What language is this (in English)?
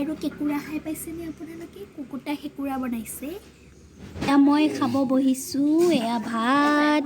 Assamese